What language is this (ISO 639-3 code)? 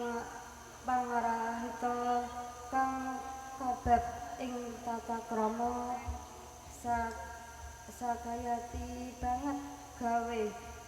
jav